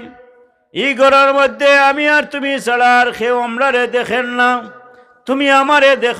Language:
Sylheti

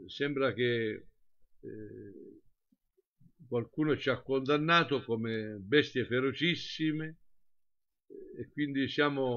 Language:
Italian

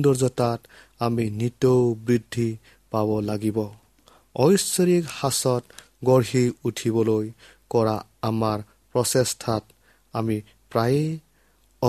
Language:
Assamese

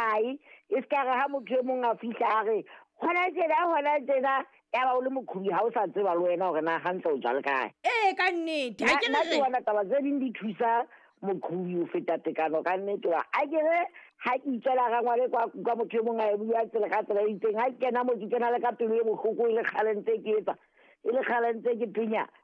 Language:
Southern Sotho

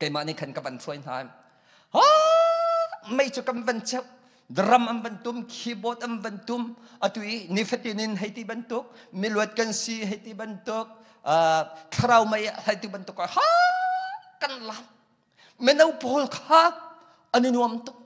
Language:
Hakha Chin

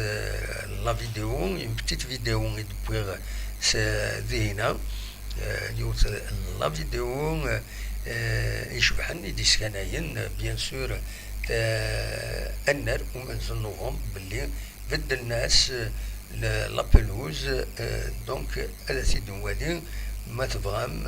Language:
Kabyle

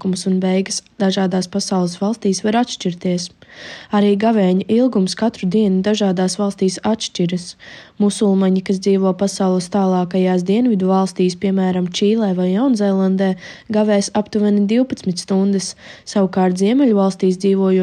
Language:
Latvian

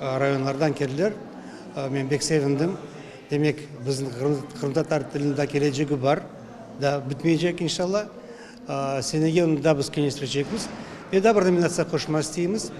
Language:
Crimean Tatar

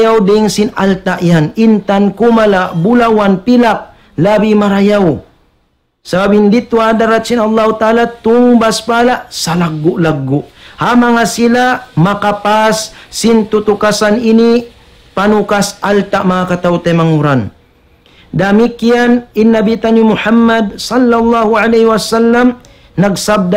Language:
Tausug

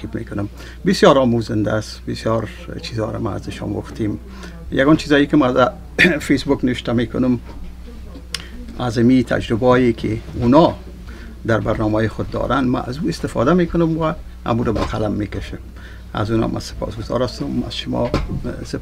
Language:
Persian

